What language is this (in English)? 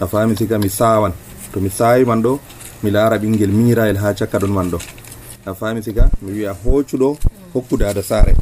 Nigerian Fulfulde